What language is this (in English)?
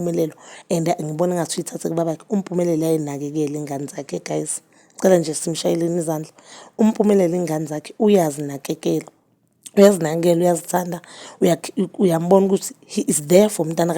Zulu